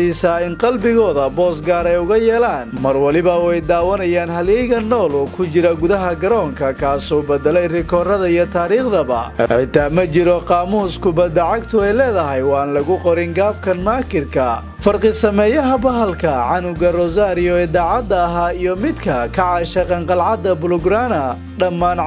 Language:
Somali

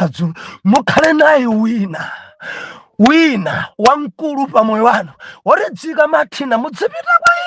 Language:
Nyanja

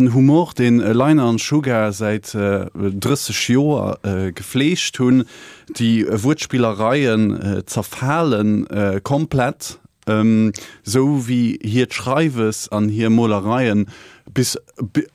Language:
Luxembourgish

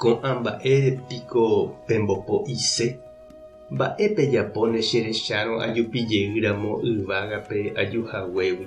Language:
Guarani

